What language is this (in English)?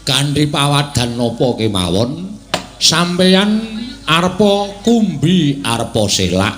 Javanese